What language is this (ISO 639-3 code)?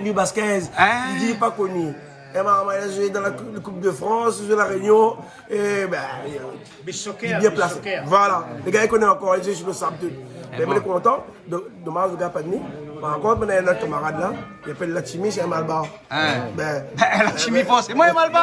rcf